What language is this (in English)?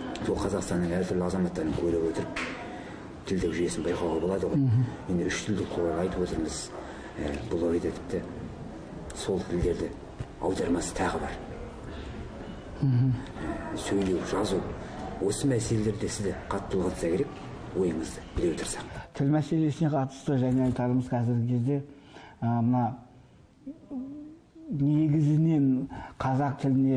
Kazakh